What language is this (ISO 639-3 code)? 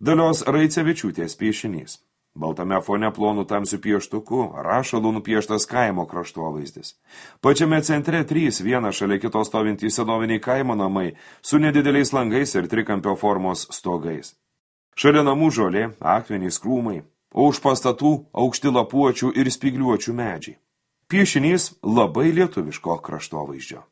lit